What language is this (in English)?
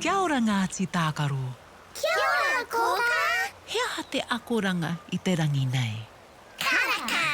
Māori